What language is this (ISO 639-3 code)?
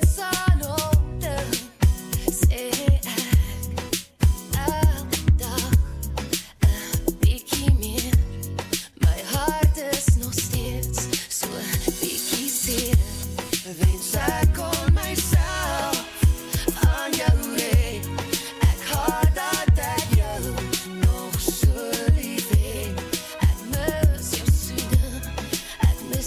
afr